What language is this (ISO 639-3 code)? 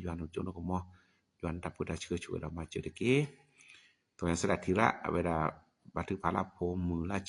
ksw